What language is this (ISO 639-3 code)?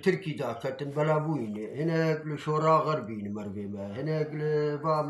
kur